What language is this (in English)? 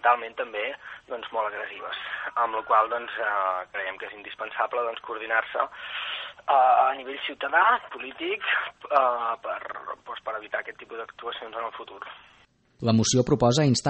Catalan